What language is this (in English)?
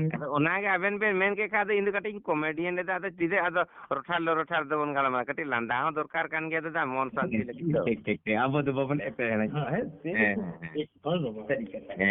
Santali